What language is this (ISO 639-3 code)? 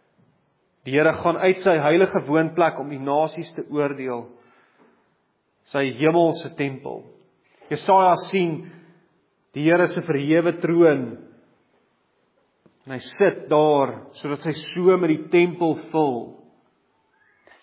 afr